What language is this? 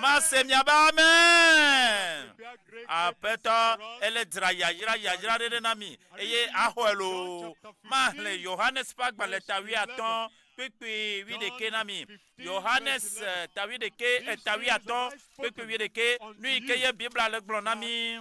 Ewe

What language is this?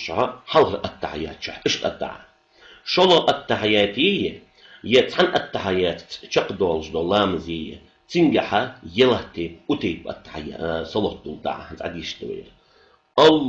Ingush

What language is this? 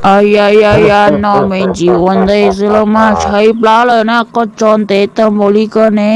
Hmong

